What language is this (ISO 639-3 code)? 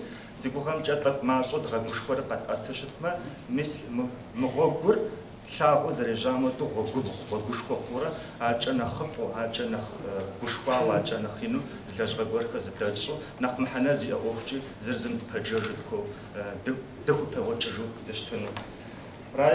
kbd